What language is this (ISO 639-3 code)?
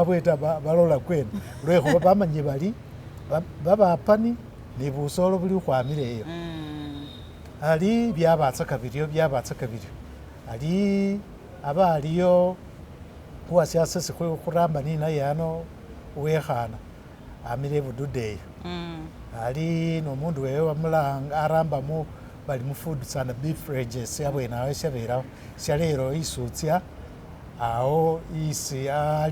myx